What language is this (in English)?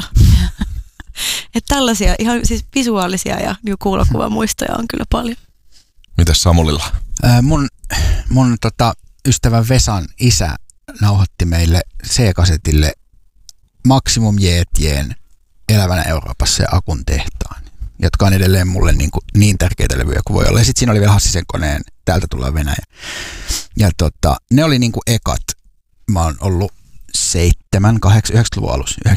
Finnish